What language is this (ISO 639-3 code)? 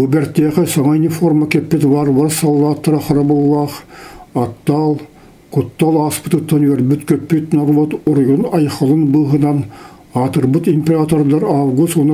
sah